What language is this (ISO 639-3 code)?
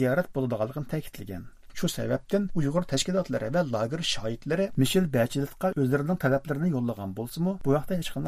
uig